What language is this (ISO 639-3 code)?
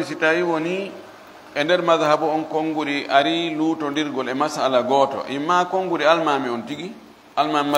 ful